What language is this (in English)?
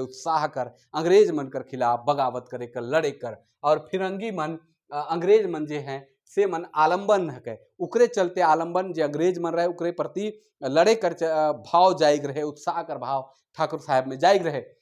Sadri